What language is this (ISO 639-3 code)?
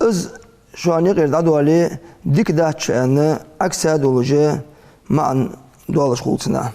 inh